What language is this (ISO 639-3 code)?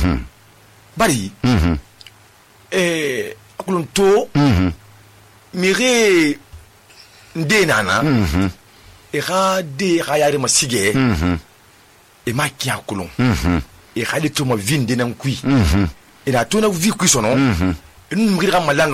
sus